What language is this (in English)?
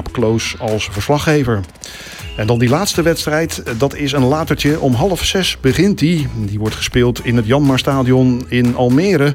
Dutch